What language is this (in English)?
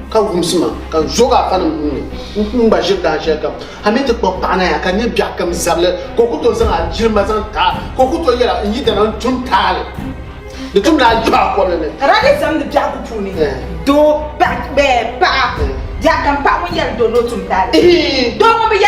Dagbani